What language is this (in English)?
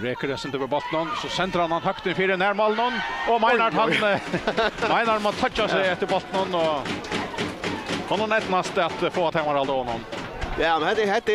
Faroese